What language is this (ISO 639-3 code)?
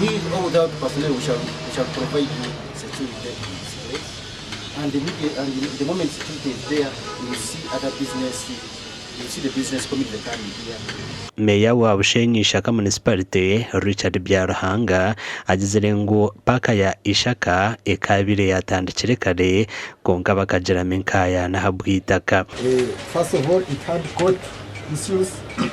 nyn